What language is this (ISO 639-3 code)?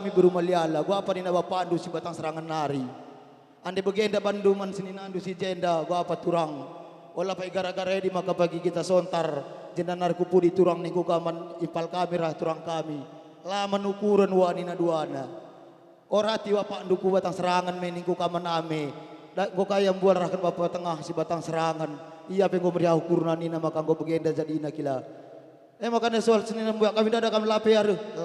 btx